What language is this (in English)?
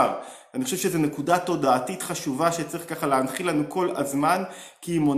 Hebrew